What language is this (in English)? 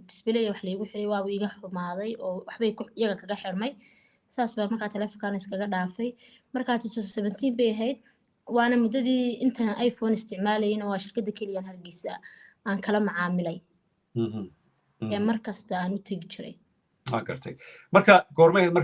Somali